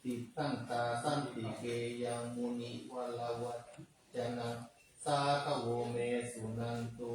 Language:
Pali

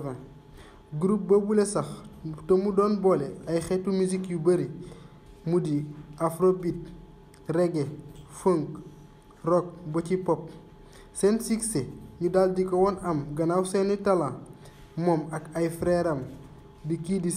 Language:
Wolof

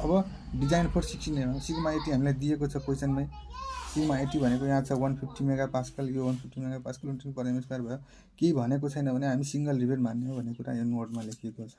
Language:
Nepali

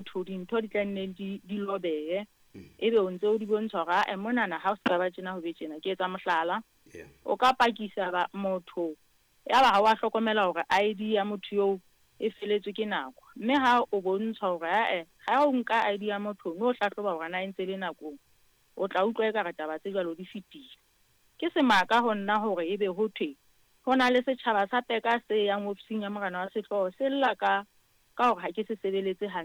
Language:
Southern Sotho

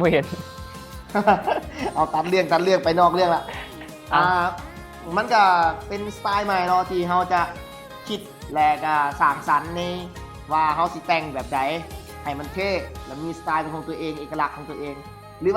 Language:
Lao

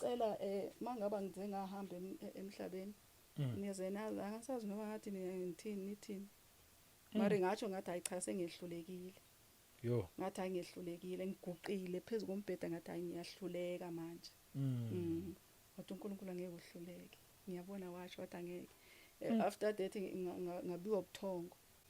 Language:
Zulu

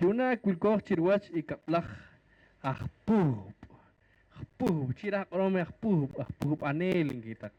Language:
Poqomchi'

